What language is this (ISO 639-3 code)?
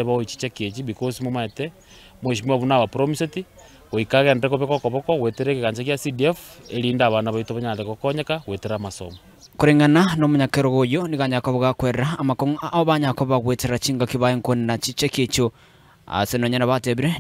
guz